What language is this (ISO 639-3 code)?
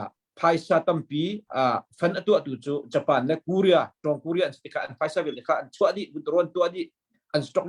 cnh